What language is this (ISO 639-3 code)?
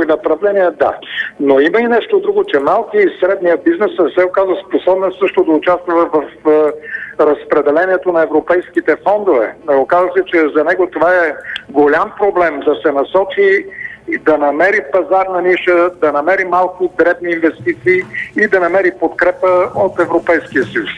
bul